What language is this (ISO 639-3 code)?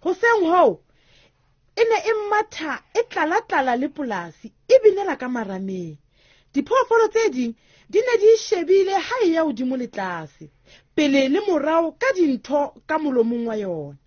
sot